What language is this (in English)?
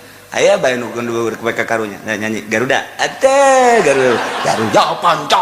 Sundanese